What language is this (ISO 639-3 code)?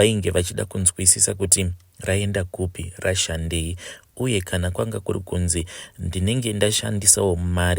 sna